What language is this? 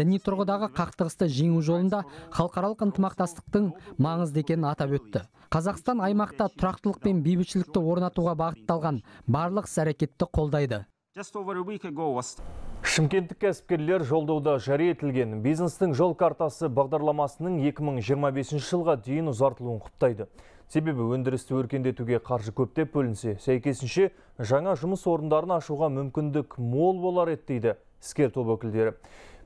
Kazakh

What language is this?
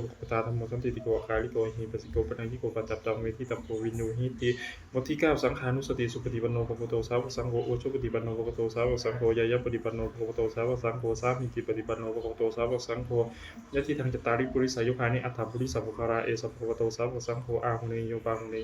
Pali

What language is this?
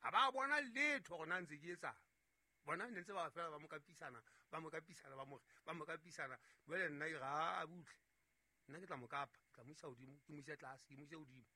Southern Sotho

